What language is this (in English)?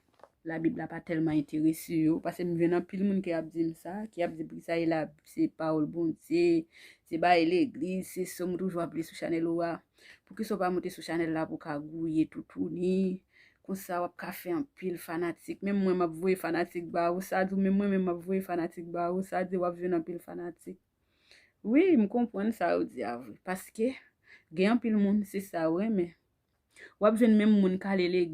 Haitian Creole